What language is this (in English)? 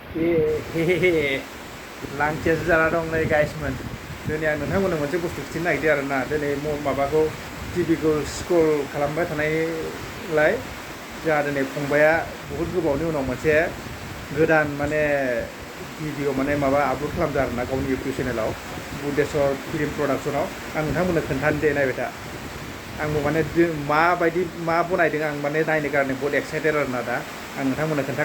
Bodo